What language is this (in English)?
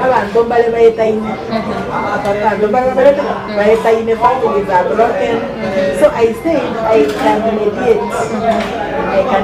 Gusii